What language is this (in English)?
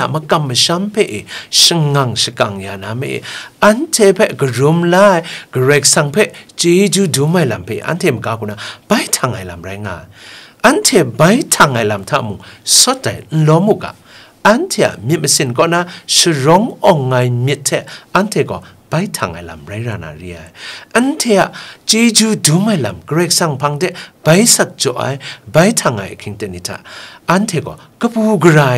Kachin